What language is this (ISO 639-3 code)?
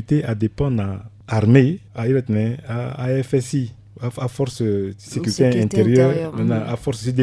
sag